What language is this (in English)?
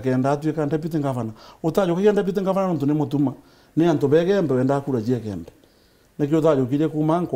Meru